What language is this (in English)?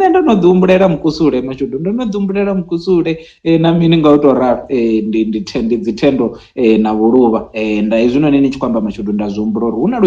Venda